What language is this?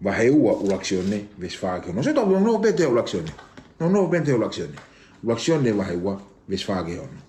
Tongan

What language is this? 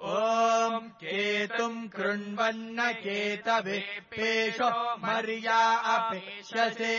Sanskrit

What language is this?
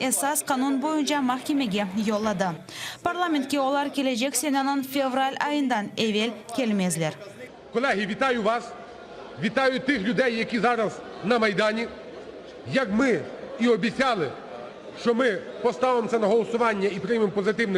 Crimean Tatar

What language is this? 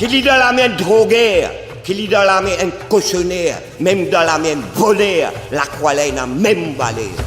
Morisyen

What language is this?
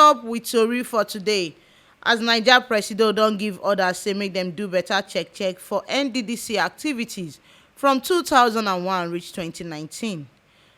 Nigerian Pidgin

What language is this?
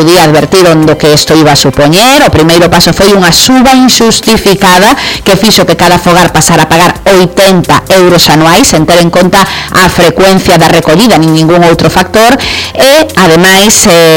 Galician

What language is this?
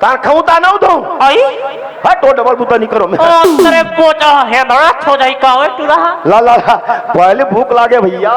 Chhattisgarhi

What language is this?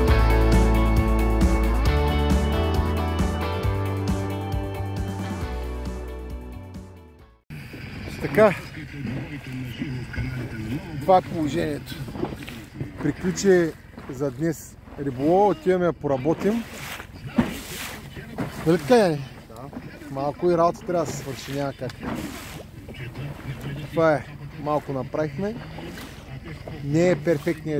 Bulgarian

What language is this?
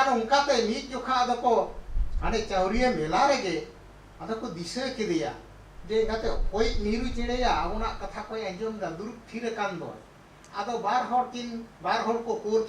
Santali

